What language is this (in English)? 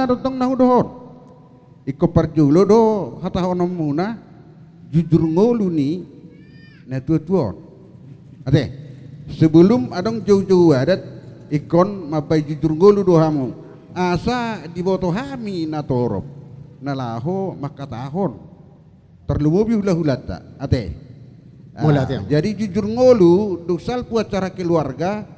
Batak Toba